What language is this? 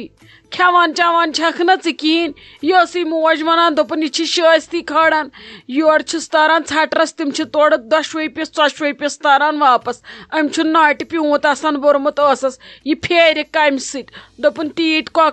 Kashmiri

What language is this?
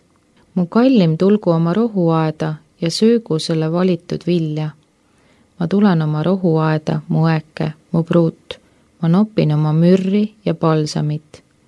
Estonian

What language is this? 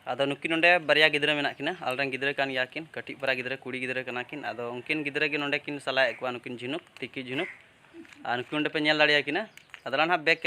Santali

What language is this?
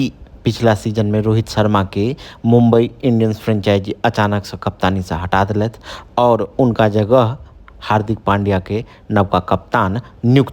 Maithili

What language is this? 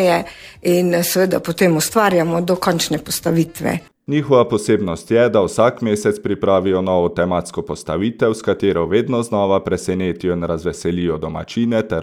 Slovenian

